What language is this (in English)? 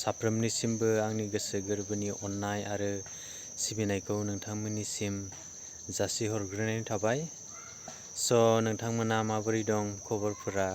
Bodo